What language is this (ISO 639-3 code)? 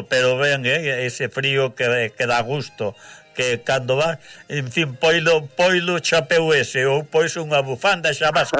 glg